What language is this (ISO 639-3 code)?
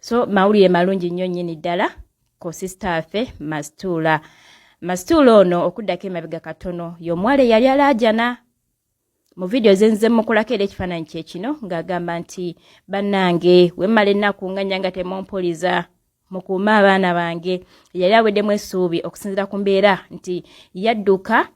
lug